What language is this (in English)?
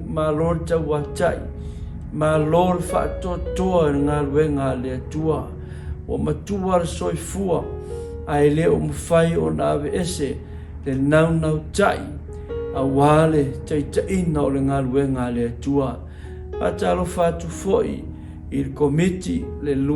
Samoan